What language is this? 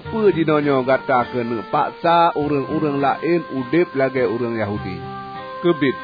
Achinese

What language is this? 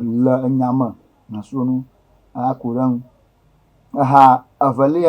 Ewe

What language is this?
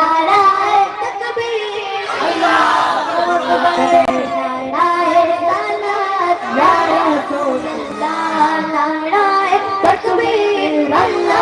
Sylheti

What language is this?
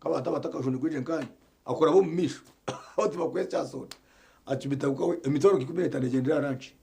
Nyankole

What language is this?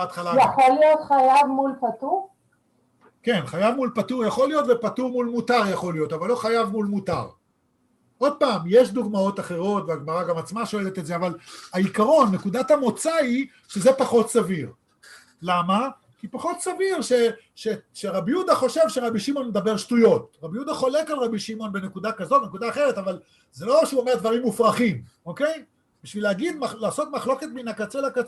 Hebrew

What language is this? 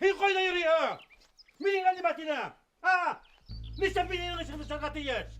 Bashkir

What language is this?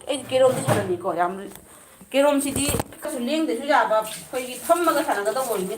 Manipuri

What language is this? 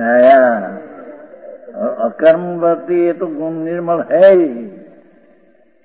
Hindi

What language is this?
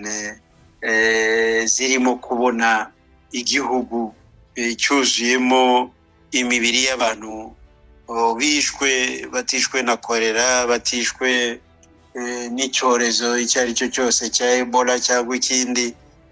Kinyarwanda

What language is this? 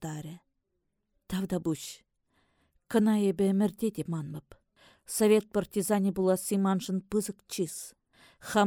Chuvash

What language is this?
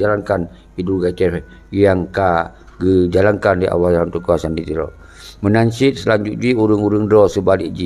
Achinese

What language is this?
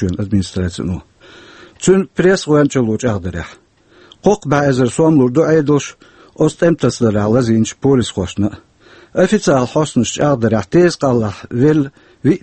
Chechen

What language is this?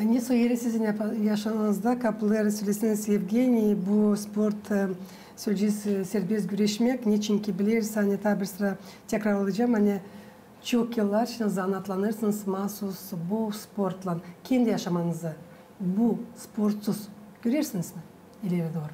Gagauz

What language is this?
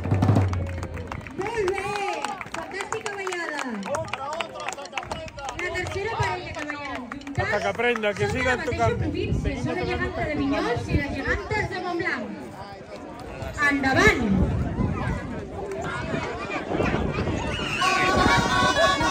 Catalan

